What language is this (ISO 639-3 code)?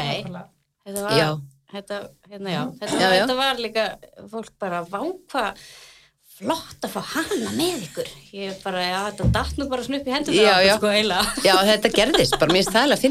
isl